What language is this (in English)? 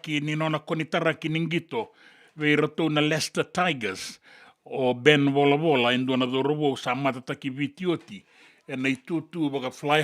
Fijian